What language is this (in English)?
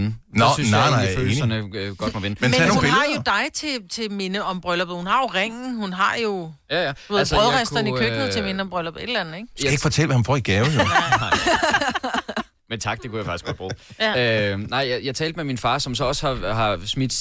Danish